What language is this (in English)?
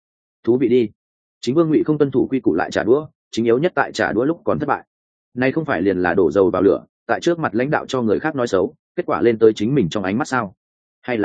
Vietnamese